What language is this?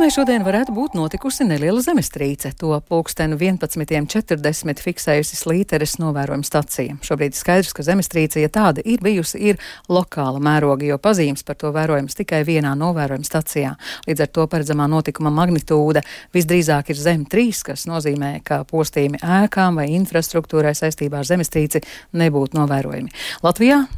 Latvian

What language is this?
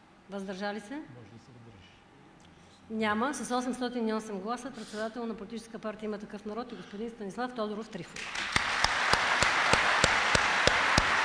Bulgarian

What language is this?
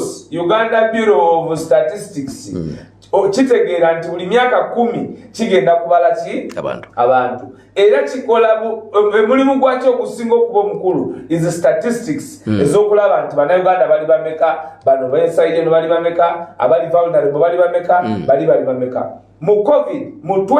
Ganda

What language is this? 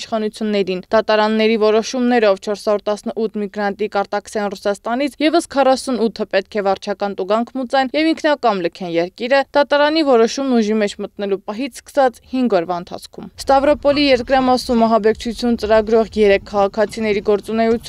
Armenian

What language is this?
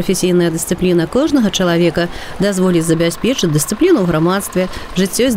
Belarusian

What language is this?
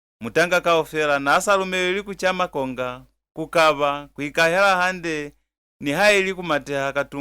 Lozi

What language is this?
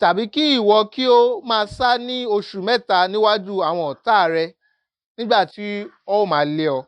Yoruba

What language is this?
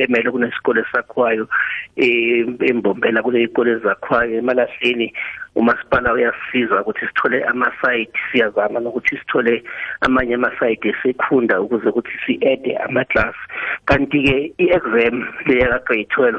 South Ndebele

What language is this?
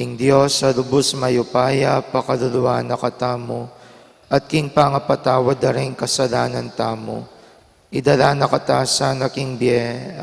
Pampanga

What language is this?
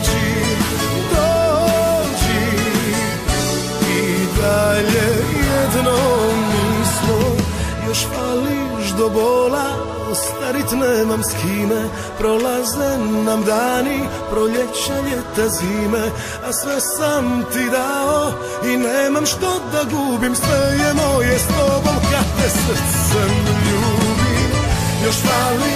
Serbian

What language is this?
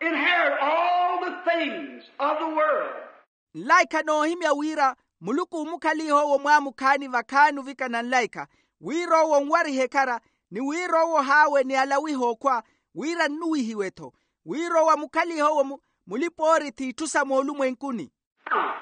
Makhuwa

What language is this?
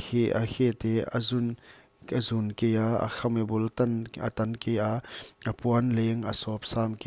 Paite Chin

